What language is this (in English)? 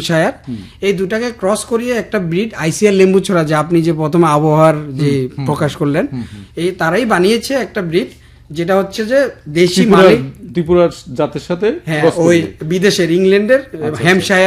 Bangla